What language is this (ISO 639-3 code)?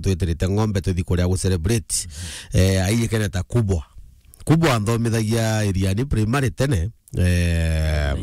mer